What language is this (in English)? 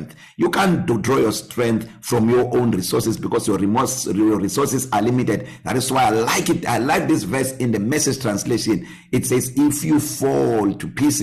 English